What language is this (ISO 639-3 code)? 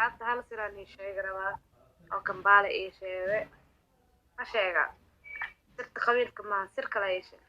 som